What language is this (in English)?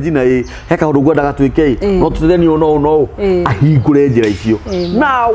Kikuyu